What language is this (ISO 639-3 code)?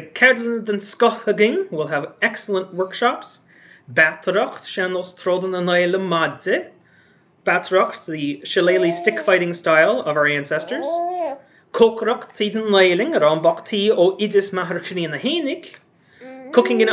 gle